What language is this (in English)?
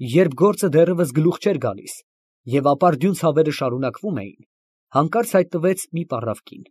Armenian